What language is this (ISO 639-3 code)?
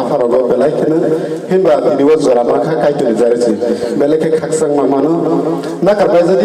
trp